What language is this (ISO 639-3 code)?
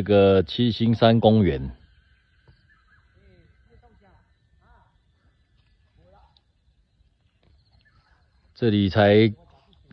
zho